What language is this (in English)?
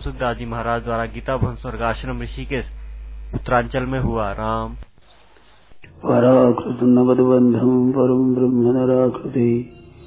Hindi